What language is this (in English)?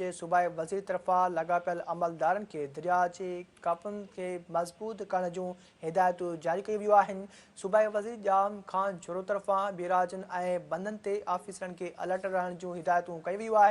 Sindhi